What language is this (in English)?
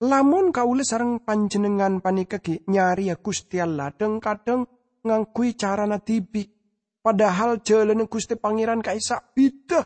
Madurese